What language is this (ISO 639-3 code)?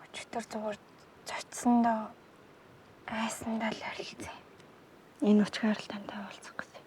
mon